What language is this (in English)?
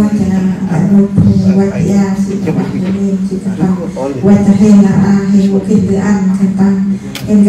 Central Mnong